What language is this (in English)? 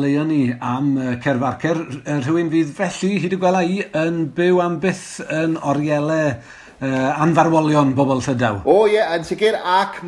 Welsh